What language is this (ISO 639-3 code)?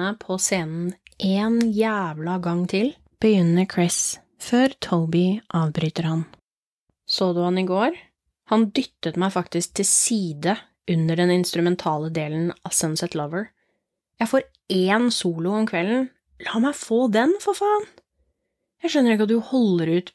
nor